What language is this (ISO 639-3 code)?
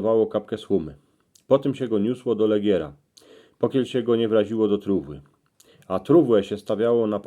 szl